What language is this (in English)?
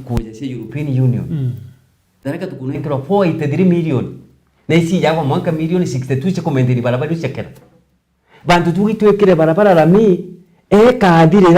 Meru